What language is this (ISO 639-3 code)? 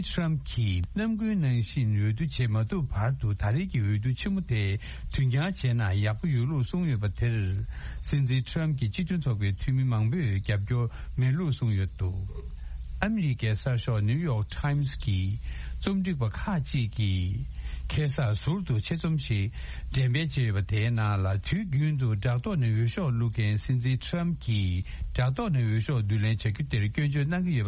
bod